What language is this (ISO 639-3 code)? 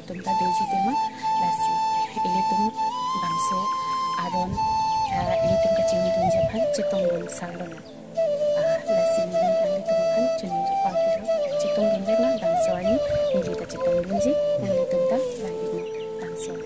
mjw